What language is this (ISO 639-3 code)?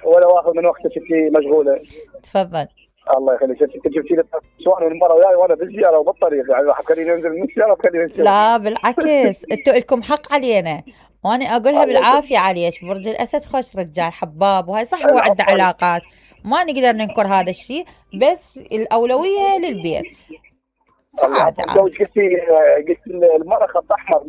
acm